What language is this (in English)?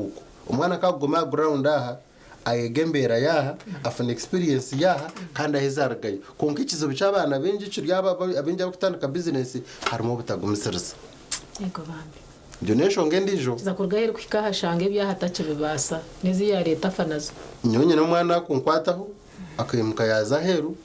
Nyankole